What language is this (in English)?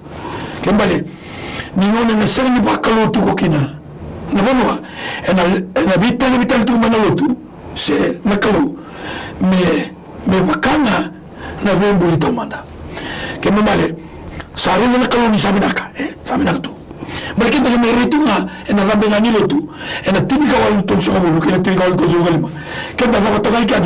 Fijian